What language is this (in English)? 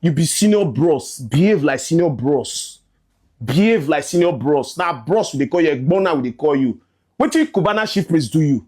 Nigerian Pidgin